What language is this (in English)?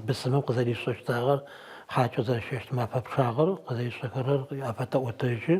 Adyghe